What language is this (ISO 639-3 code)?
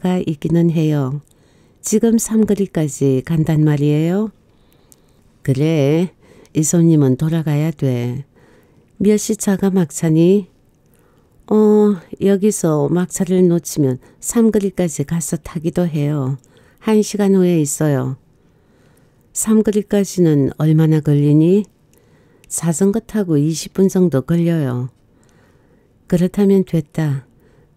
kor